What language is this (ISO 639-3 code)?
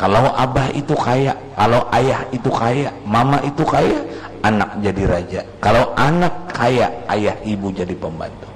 bjn